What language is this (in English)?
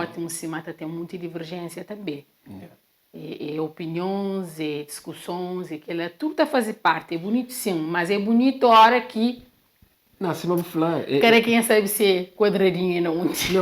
Kabuverdianu